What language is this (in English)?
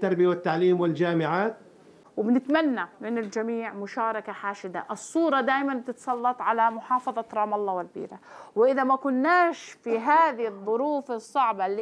North Levantine Arabic